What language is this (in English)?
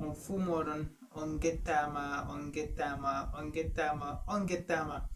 Fula